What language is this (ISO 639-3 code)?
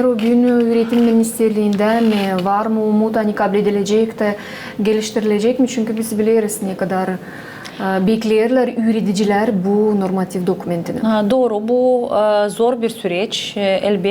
gag